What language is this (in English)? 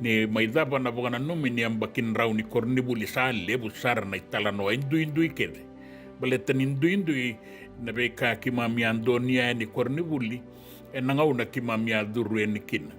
Fijian